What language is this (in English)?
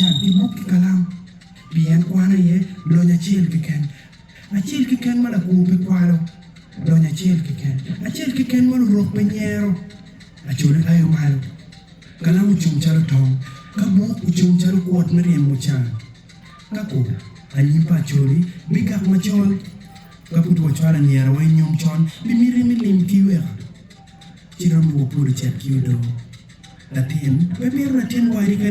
Acoli